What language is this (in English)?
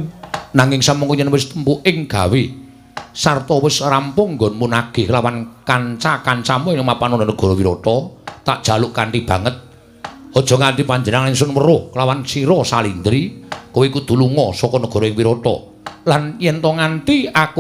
Javanese